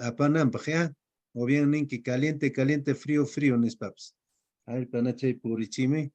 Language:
Quechua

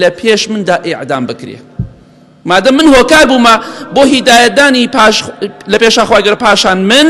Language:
Central Kurdish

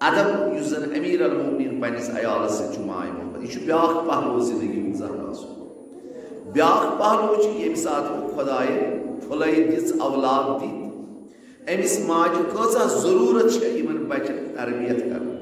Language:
Kashmiri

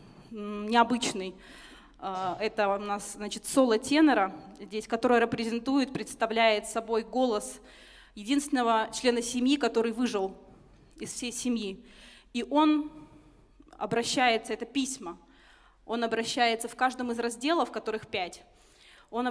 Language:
Russian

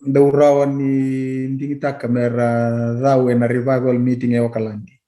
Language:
Fijian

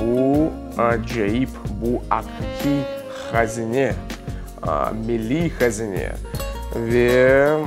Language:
Crimean Tatar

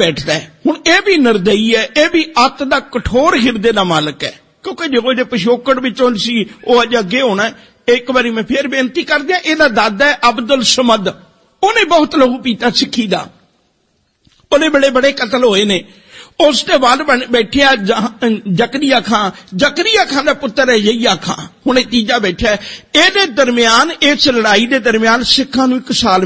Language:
Punjabi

